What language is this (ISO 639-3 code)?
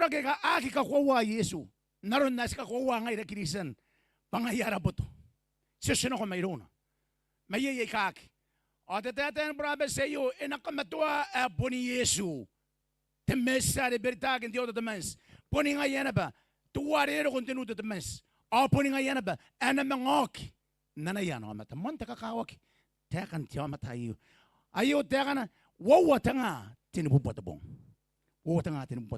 gil